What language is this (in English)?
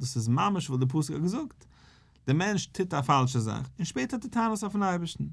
Yiddish